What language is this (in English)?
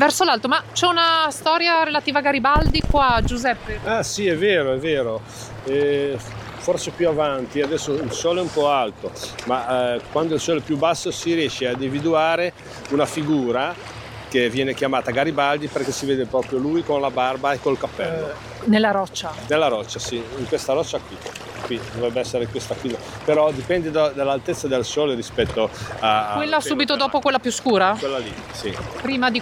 Italian